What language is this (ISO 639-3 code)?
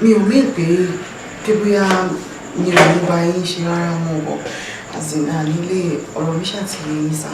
yor